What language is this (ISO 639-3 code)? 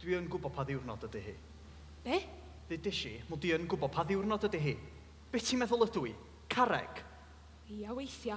cym